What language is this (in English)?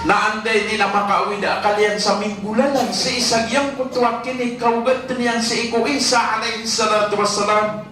Maranao